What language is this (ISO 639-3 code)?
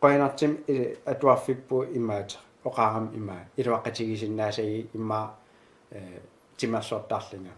kal